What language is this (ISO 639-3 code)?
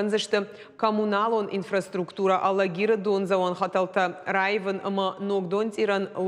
oss